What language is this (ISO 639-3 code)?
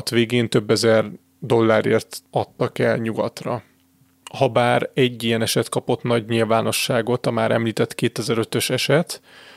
hun